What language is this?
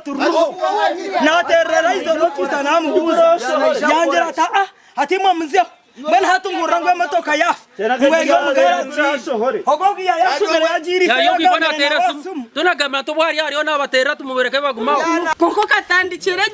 Nyankole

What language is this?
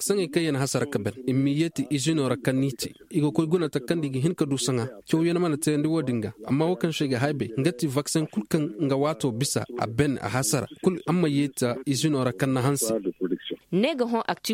Koyraboro Senni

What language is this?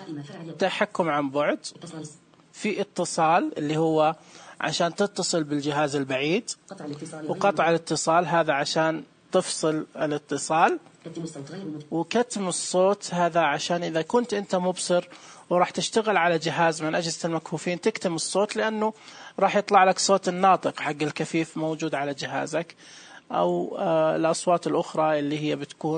Najdi Arabic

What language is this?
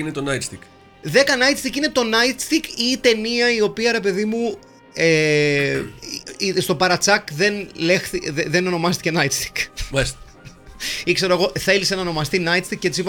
Greek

